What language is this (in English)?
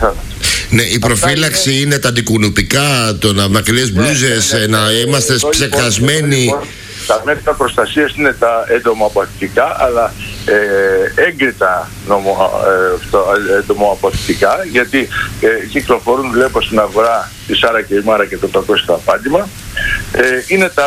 Greek